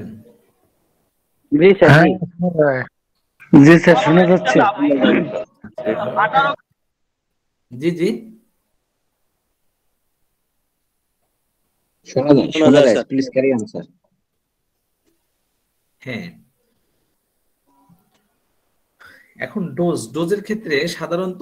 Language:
Bangla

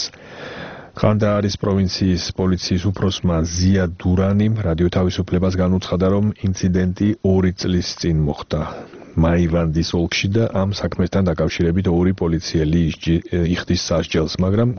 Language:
Georgian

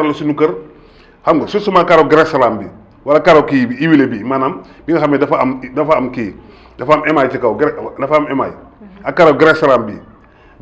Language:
Wolof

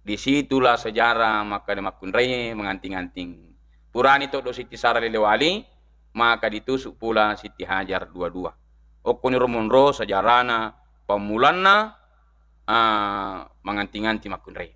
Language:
Buginese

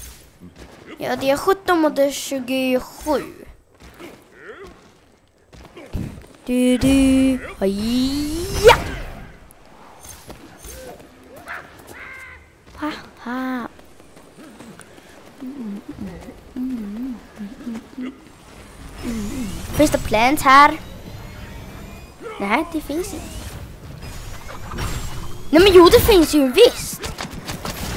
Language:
Swedish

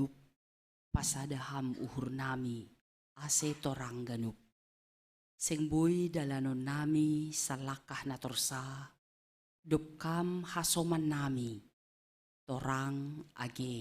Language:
Batak Simalungun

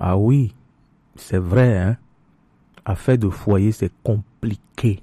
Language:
Gen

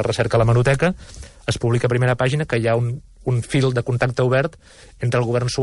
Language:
Catalan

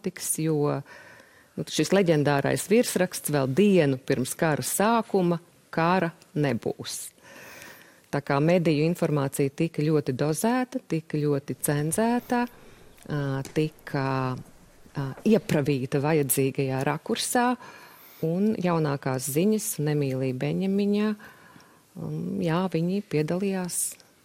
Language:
Latvian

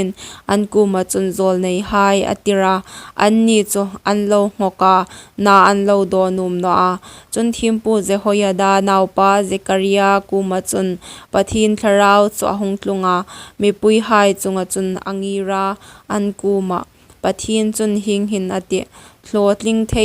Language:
Hmar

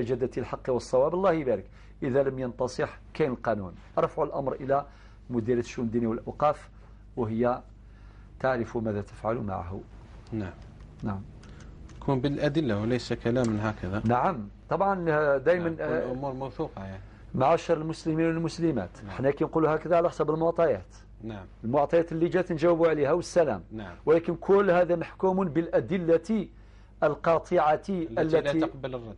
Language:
Algerian Arabic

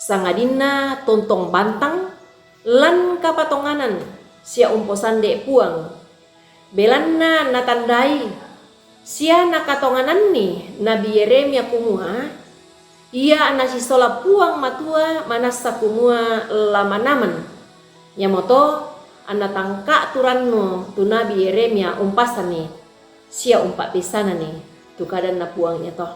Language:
Toraja-Sa'dan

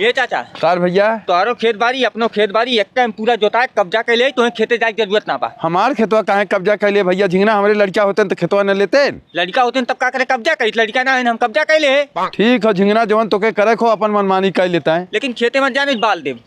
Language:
Bhojpuri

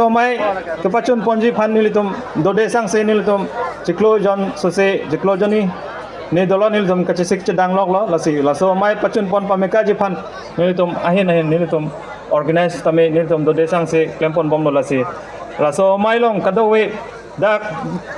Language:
Karbi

